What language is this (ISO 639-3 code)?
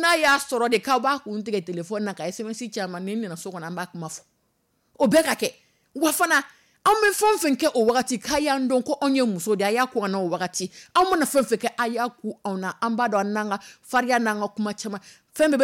dyu